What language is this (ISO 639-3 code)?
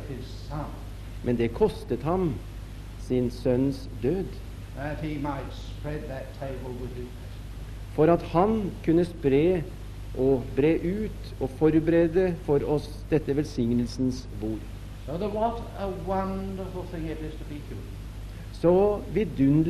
nor